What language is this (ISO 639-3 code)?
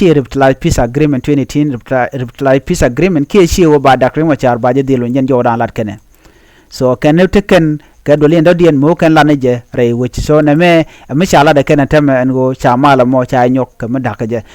nus